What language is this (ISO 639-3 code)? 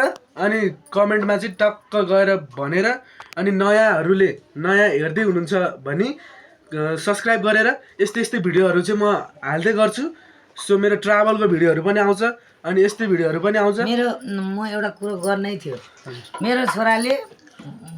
nep